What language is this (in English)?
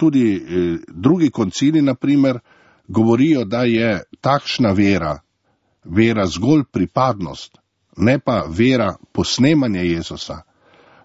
Slovenian